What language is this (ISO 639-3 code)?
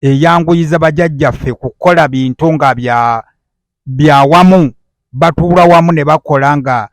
lug